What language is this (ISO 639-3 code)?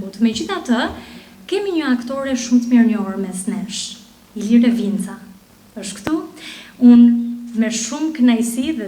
sqi